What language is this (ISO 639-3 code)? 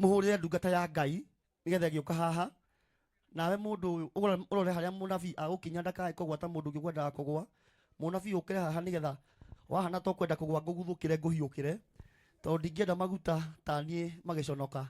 kik